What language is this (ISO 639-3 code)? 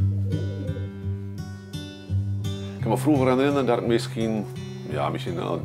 nld